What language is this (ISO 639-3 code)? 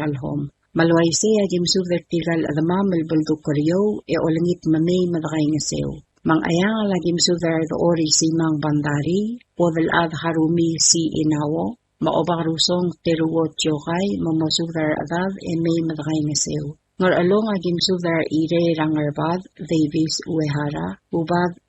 pau